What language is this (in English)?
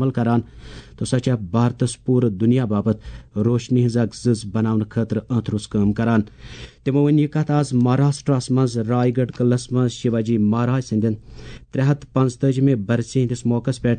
Kashmiri